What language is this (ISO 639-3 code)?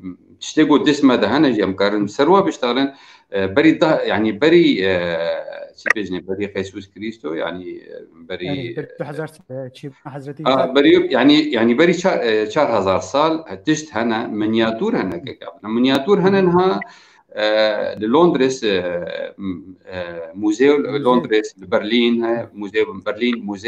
kur